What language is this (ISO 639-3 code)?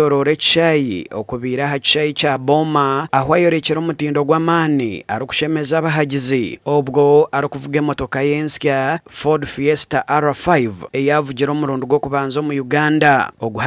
nyn